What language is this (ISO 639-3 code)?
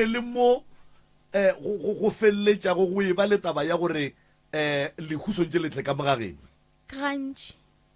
nso